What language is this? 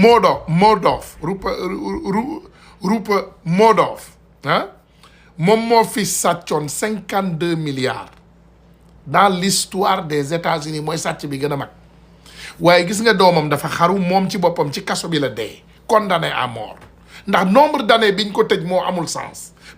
Wolof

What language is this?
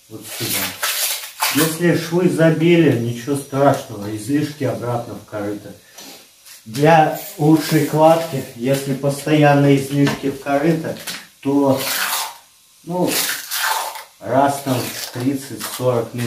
Russian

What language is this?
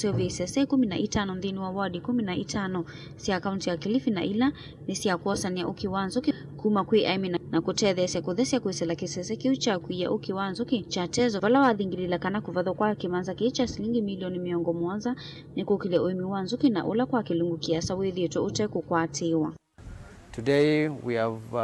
Kamba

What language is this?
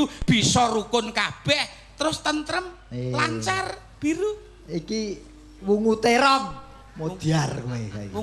Javanese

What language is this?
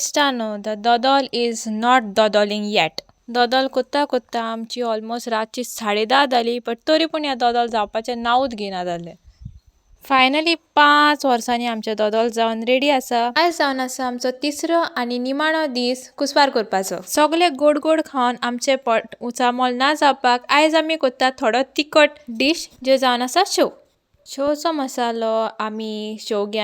Konkani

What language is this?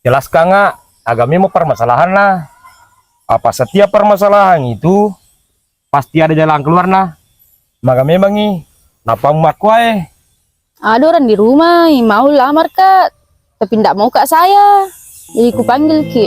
Buginese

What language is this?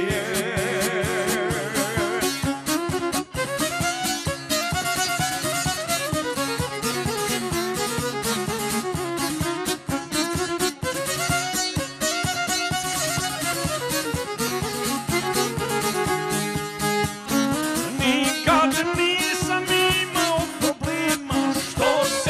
Bosnian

